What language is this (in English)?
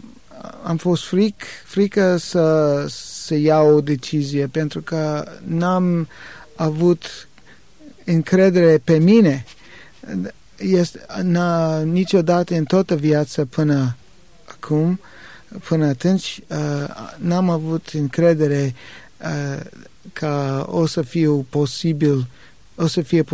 Romanian